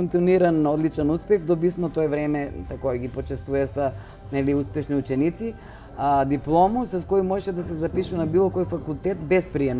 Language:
Macedonian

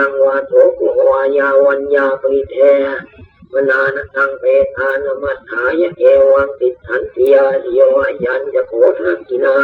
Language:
Pali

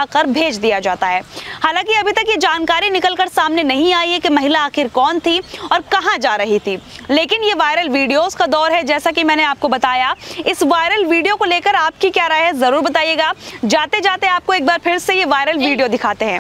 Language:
Hindi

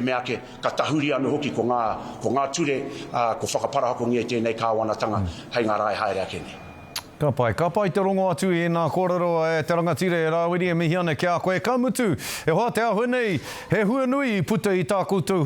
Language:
Māori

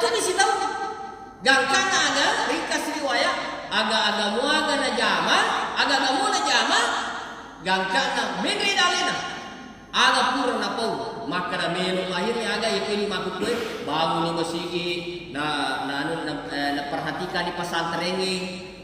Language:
Buginese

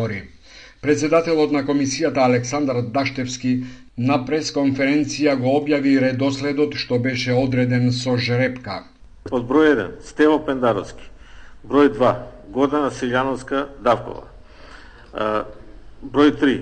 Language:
Macedonian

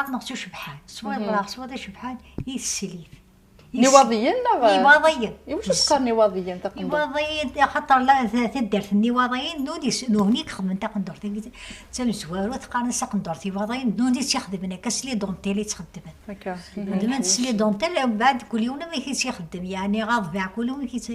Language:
Kabyle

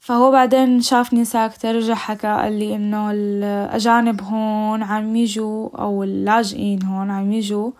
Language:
North Levantine Arabic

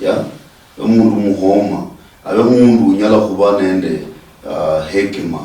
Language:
Luyia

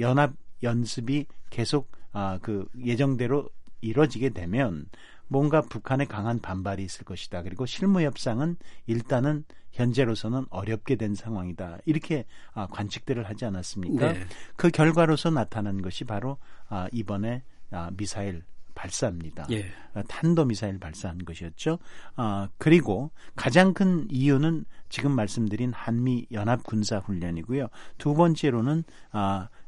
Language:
Korean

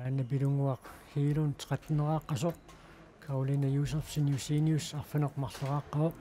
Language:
Kalaallisut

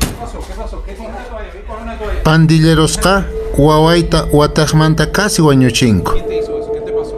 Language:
Quechua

